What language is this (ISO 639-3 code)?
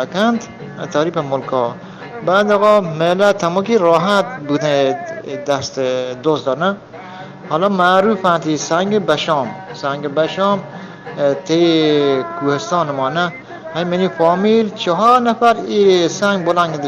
bgp